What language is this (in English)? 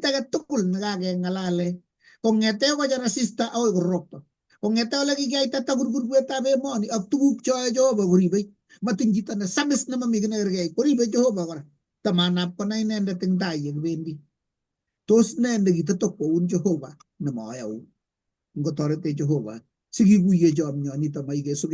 Kalenjin